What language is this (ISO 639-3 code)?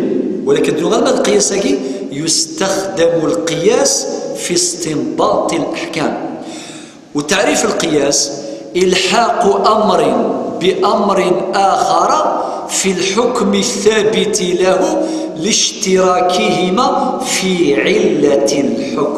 kab